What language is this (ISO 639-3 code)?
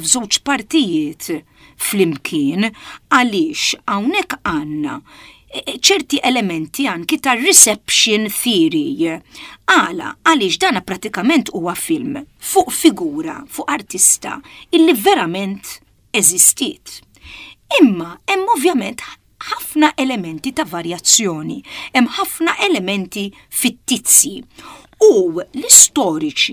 mlt